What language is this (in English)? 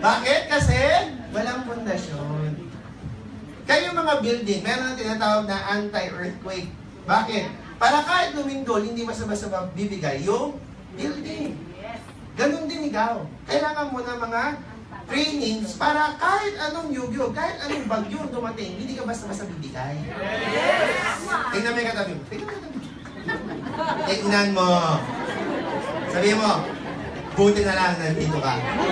Filipino